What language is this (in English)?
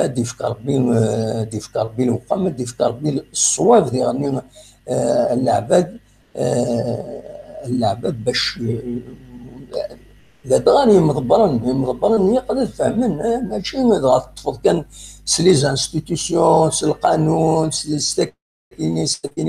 Kabyle